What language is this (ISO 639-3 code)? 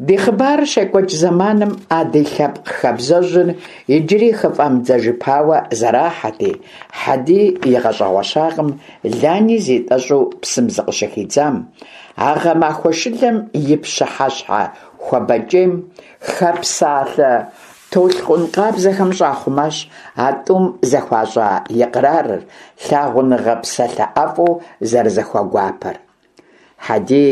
kbd